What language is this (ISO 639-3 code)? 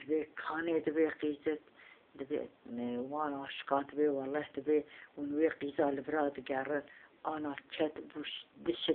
kur